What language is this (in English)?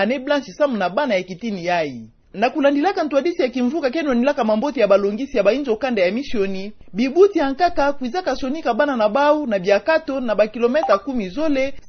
Kituba (Democratic Republic of Congo)